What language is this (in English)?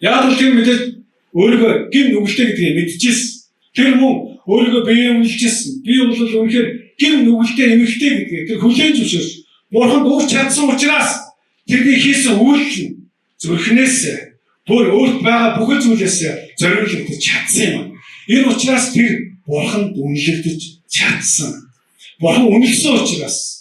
Mongolian